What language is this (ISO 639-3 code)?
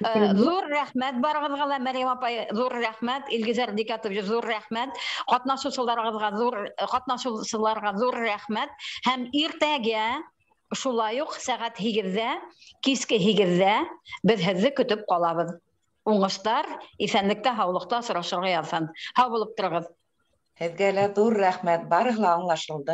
bak